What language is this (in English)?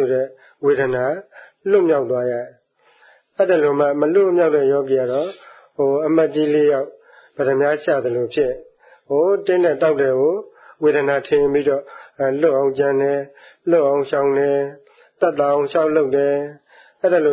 Burmese